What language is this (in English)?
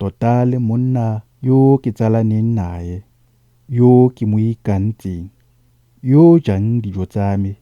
Tswana